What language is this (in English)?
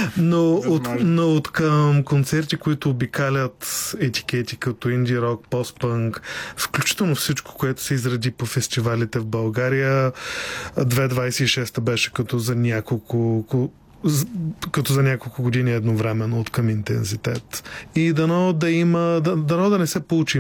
Bulgarian